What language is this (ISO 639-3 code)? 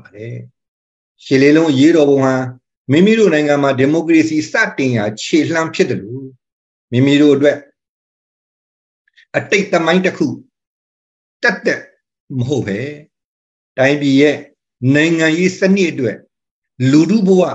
mya